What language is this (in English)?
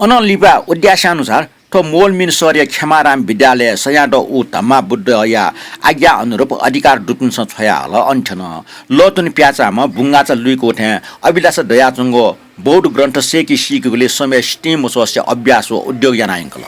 Newari